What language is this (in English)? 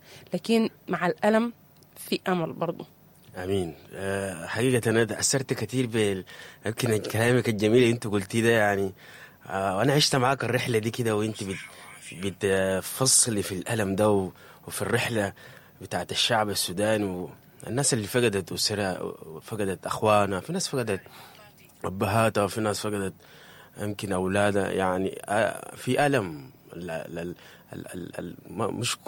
Sudanese Arabic